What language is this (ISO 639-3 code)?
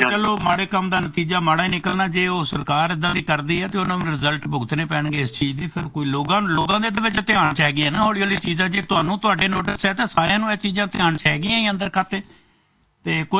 pan